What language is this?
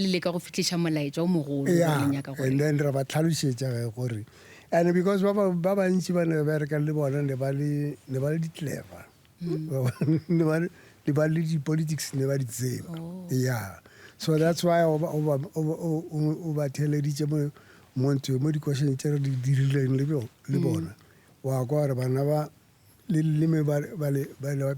Northern Sotho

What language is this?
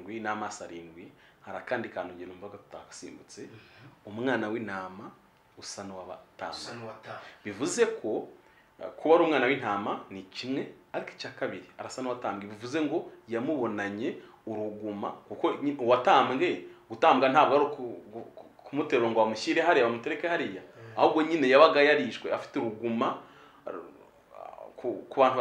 Kinyarwanda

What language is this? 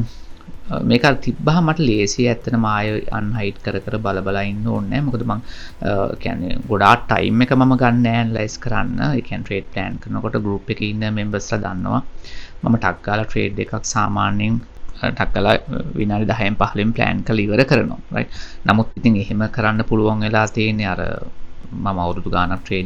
Sinhala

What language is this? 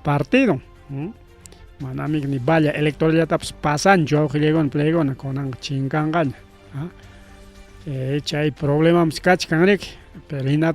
Ayacucho Quechua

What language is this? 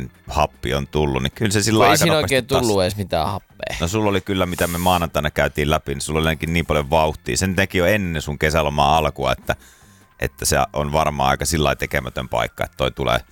Finnish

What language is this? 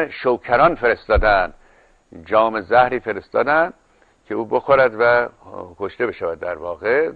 Persian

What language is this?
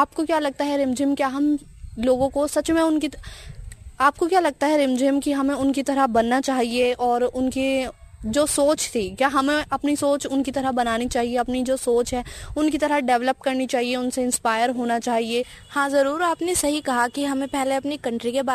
Hindi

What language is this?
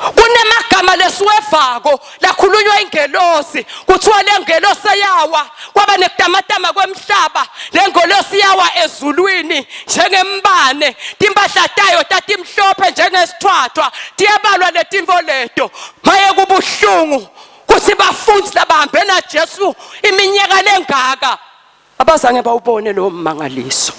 Swati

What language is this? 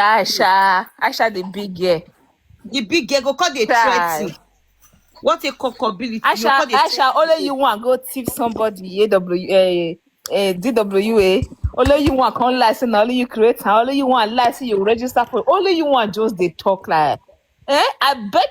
Nigerian Pidgin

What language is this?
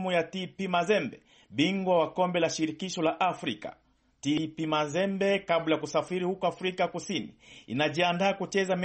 Swahili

